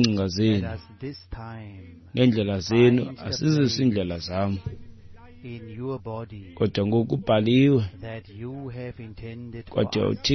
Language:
Xhosa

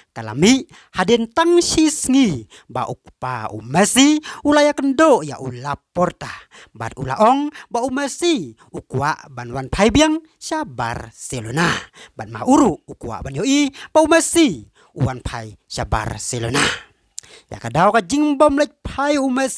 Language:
Khasi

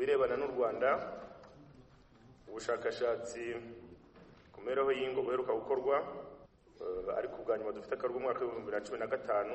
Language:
Kinyarwanda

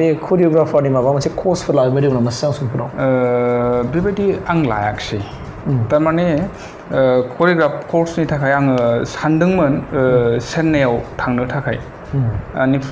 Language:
Bodo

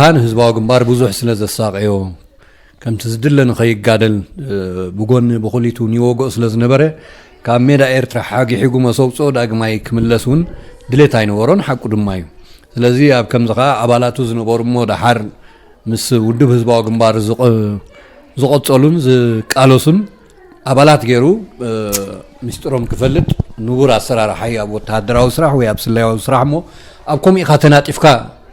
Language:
Tigrinya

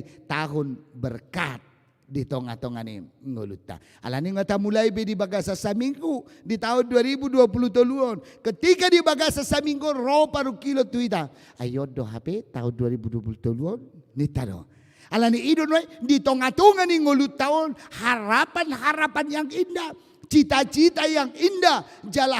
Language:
Batak Toba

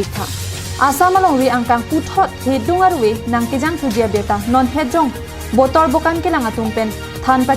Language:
Karbi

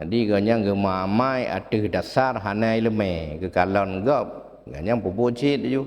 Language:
Achinese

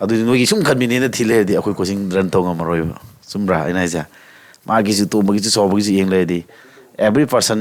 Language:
Manipuri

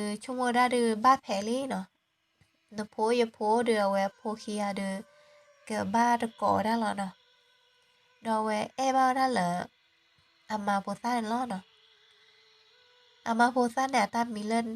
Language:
S'gaw Karen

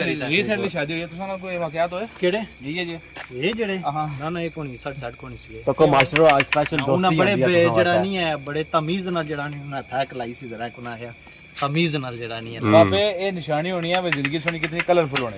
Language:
Pahari-Potwari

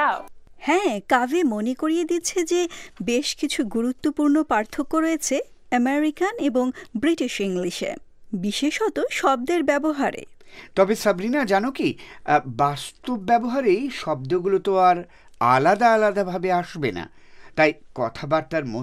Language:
Bangla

